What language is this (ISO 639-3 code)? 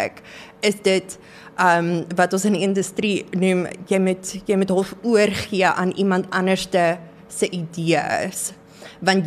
afr